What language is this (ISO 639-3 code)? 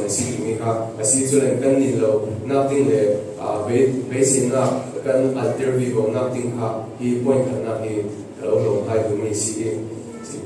cfm